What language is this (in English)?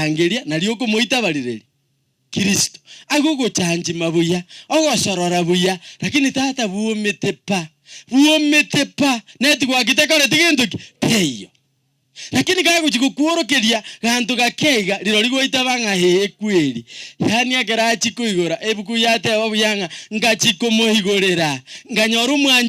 Gusii